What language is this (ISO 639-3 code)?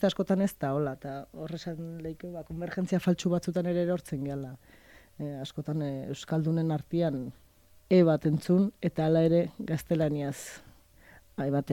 eus